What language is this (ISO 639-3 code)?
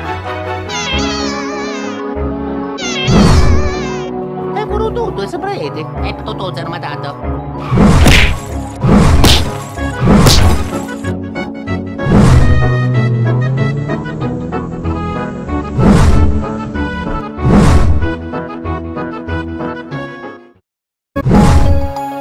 ita